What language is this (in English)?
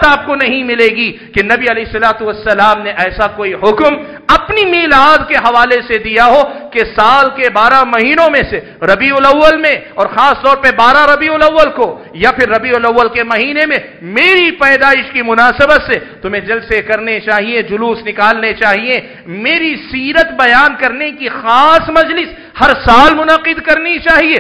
Urdu